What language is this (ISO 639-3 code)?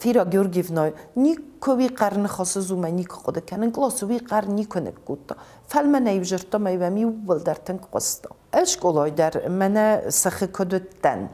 oss